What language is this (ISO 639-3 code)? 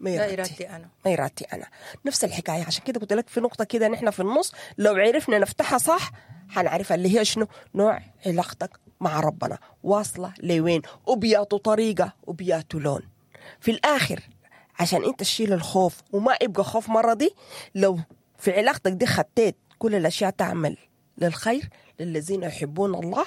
apd